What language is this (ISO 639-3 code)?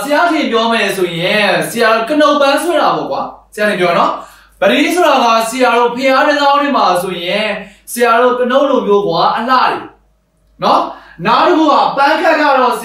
mya